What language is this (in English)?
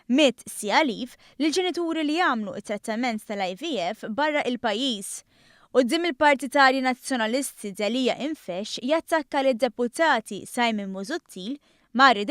Maltese